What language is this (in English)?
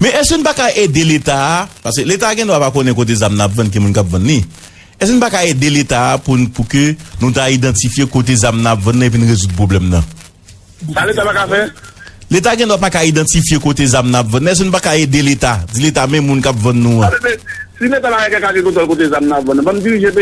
Haitian Creole